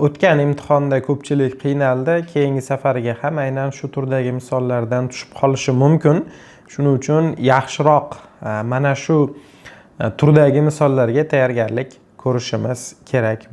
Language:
Uzbek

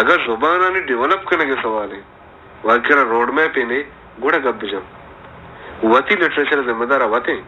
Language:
Baluchi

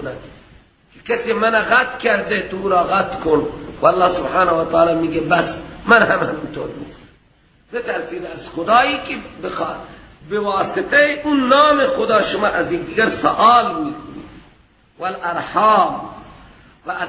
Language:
Persian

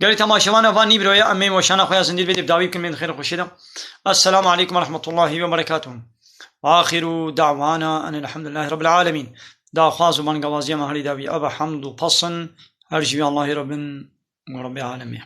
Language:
Kurdish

